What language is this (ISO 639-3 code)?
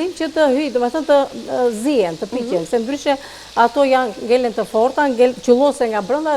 sqi